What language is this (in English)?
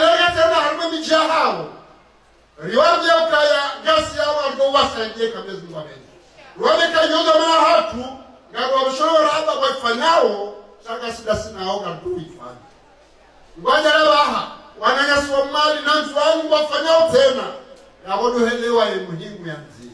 Ngazidja Comorian